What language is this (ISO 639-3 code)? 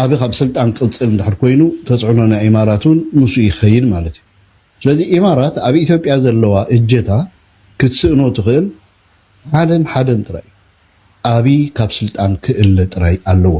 tir